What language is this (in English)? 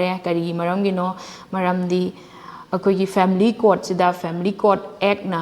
Manipuri